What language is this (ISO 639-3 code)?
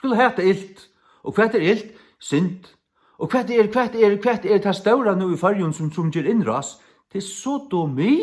fao